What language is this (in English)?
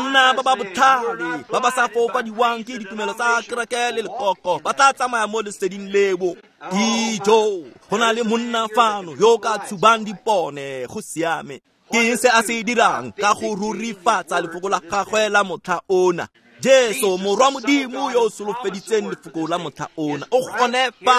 Tswana